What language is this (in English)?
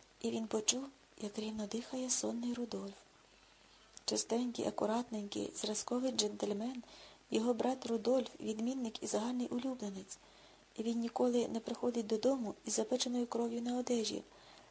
Ukrainian